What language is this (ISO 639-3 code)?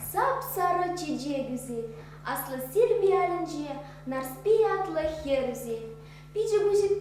chv